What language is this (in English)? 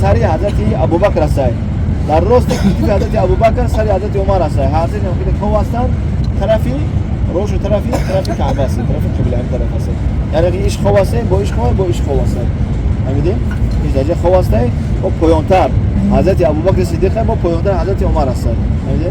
Tajik